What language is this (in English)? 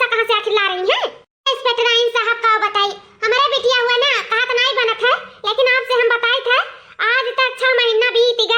Awadhi